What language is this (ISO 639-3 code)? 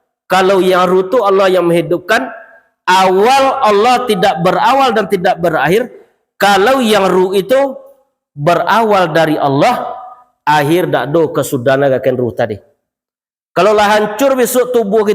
min